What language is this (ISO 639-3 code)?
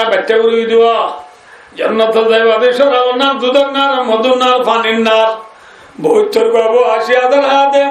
rhg